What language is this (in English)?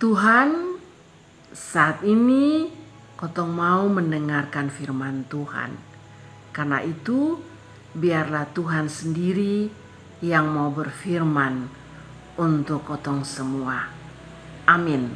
Kupang Malay